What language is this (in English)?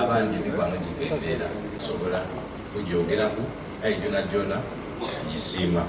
Soga